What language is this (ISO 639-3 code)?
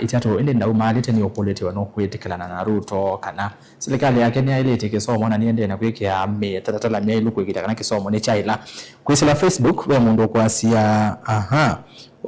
kam